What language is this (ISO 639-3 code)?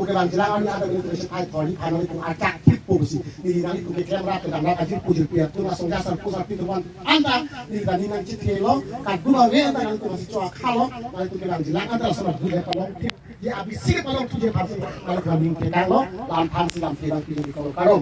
mjw